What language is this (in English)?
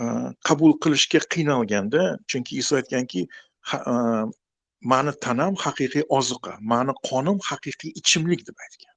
Uzbek